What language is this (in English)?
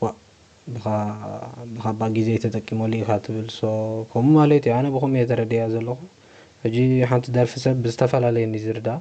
Tigrinya